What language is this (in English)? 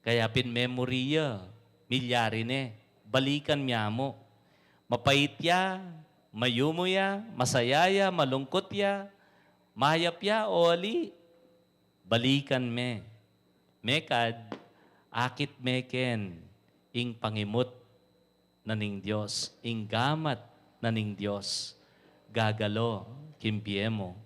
Pampanga